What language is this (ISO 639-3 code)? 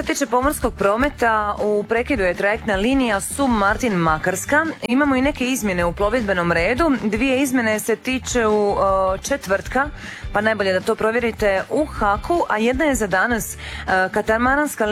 hrv